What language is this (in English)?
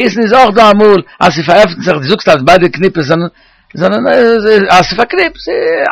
Yiddish